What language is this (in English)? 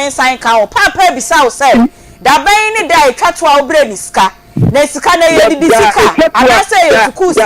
Akan